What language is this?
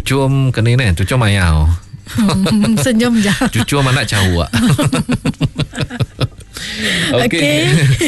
Iban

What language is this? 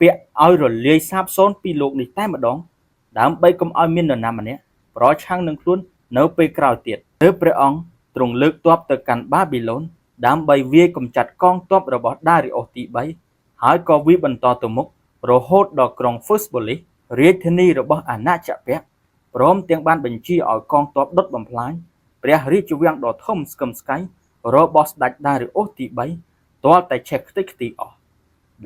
Khmer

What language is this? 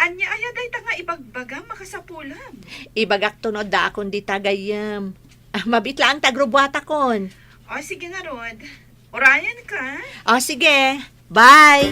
Iloko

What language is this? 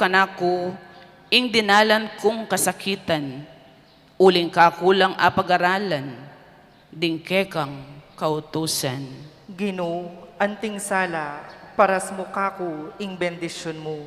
Pampanga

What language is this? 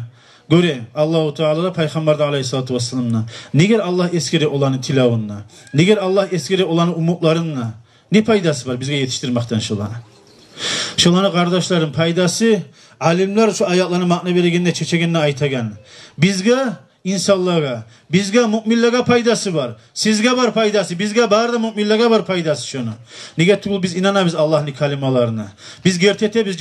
Kumyk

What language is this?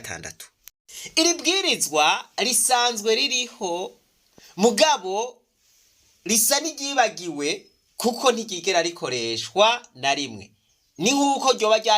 Rundi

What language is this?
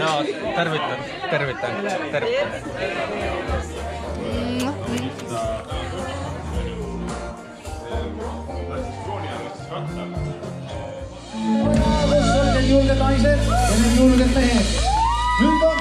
Estonian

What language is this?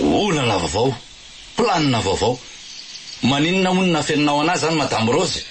Malagasy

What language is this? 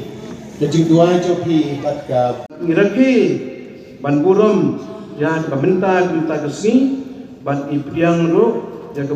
Khasi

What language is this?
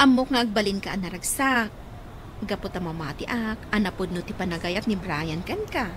Iloko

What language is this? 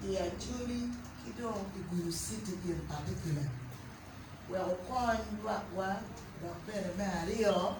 Acoli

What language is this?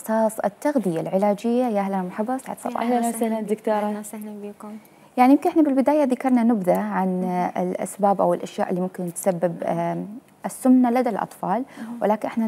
Mesopotamian Arabic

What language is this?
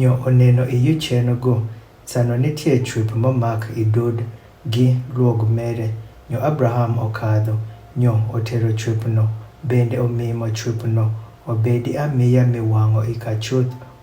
Adhola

